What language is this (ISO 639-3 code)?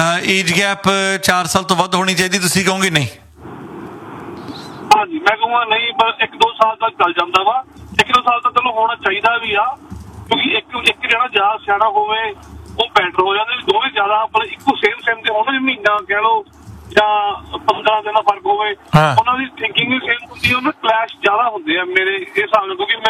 pan